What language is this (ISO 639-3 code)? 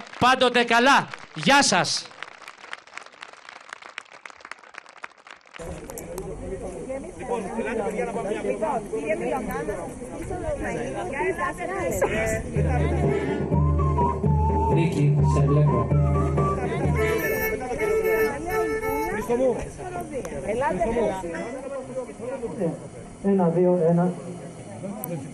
ell